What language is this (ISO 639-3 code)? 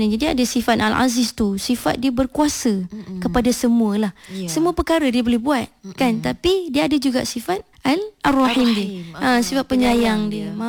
msa